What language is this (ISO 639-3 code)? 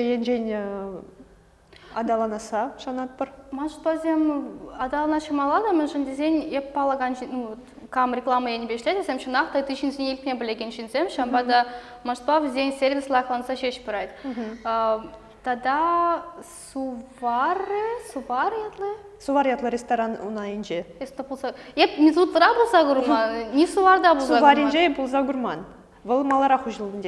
chv